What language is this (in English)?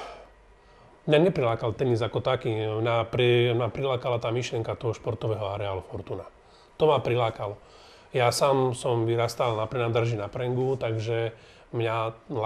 Slovak